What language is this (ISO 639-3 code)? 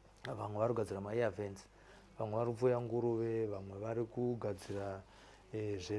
sna